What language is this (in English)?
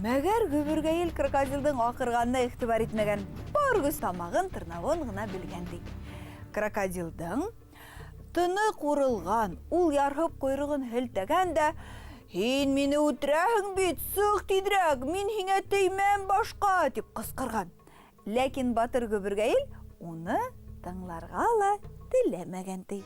Bashkir